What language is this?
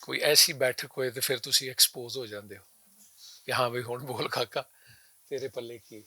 Western Panjabi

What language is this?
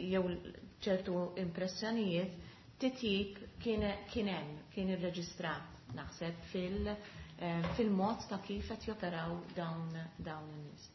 Maltese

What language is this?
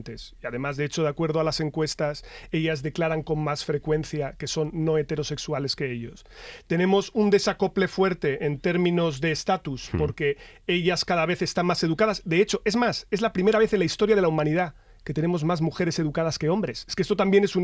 Spanish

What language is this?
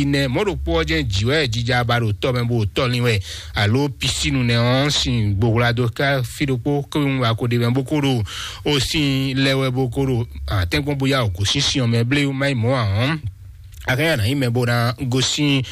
Fon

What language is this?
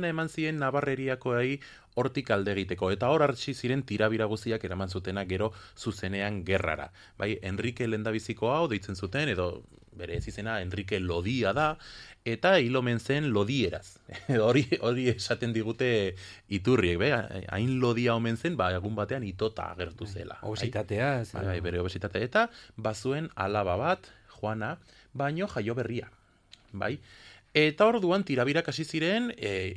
Basque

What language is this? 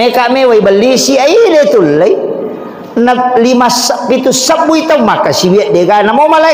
Buginese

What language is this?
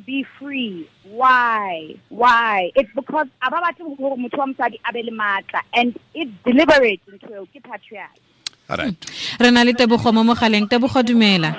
Tswana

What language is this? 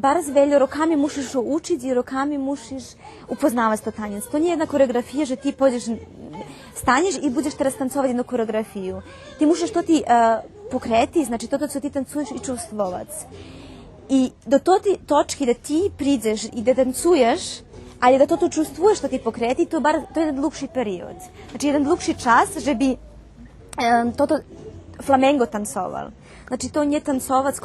Rusyn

